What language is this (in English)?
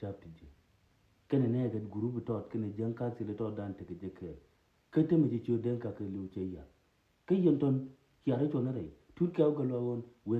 Nuer